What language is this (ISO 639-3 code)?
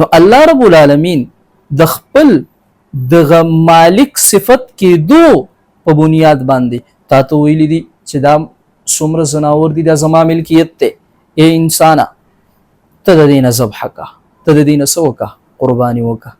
pus